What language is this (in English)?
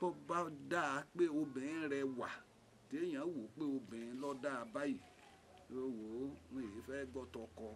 Yoruba